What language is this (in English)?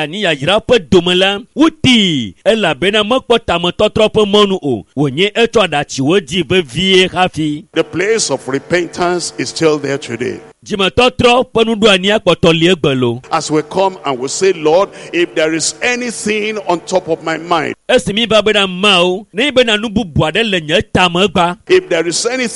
Ewe